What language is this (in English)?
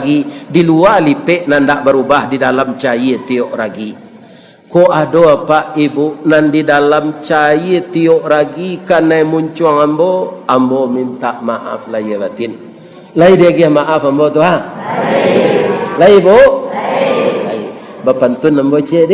Minangkabau